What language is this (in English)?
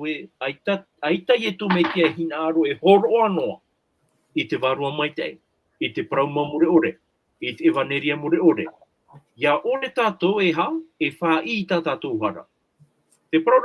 Tahitian